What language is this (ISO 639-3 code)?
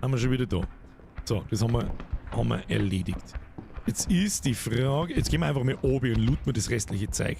bar